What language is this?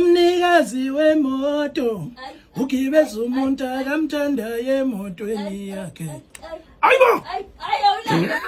Zulu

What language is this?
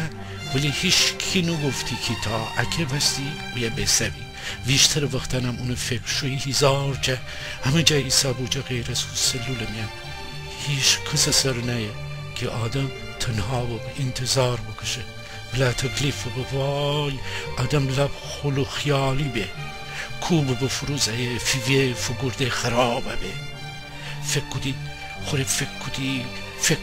Gilaki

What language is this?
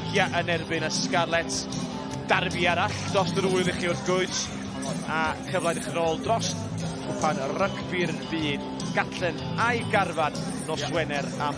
Welsh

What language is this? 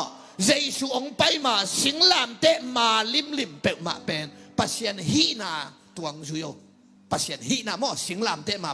Tedim Chin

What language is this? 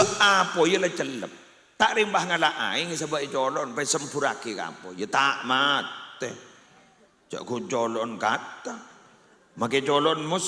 Madurese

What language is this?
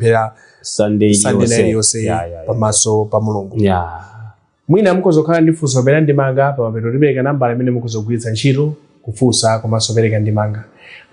Nyanja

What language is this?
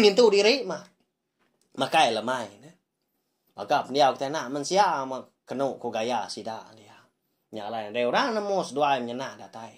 Iban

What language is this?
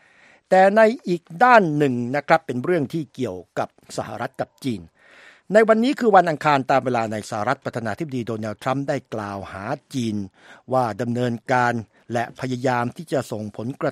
Thai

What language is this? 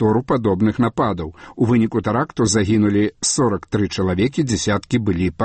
Belarusian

